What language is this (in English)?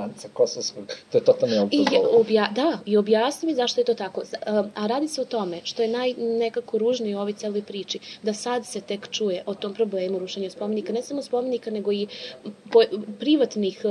Serbian